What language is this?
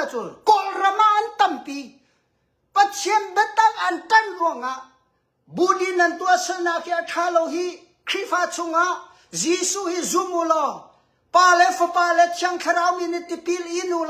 Hakha Chin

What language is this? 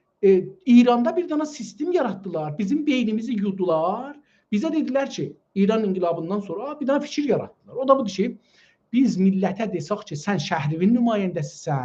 South Azerbaijani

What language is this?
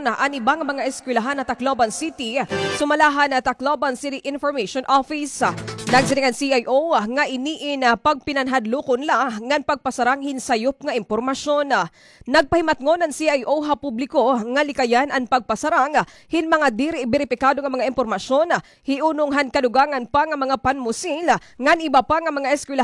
Waray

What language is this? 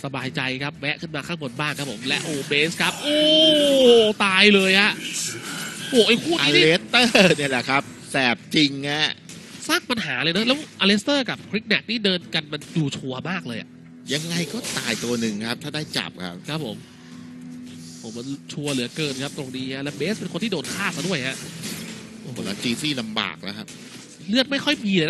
Thai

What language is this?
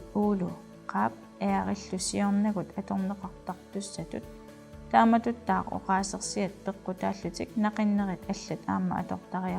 Kalaallisut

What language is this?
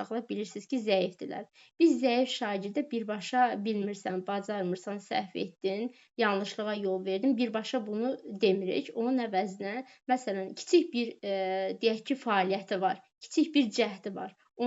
Azerbaijani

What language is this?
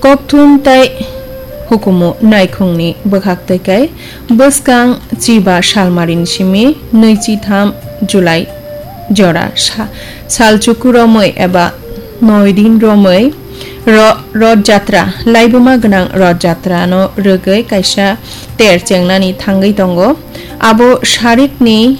Kok Borok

